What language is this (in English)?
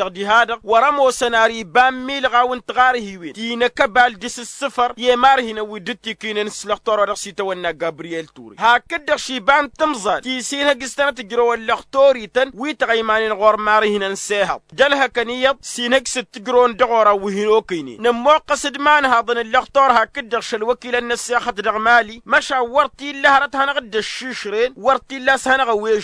Tamasheq